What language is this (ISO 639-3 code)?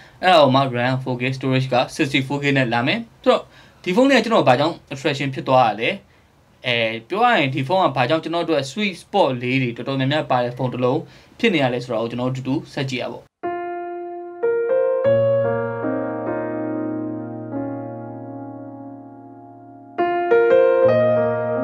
mya